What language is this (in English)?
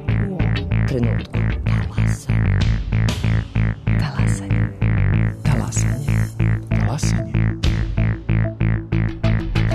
Serbian